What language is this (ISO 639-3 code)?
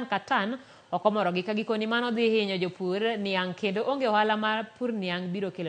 luo